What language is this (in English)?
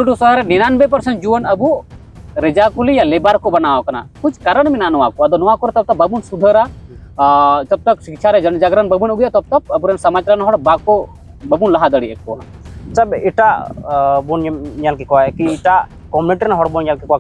Santali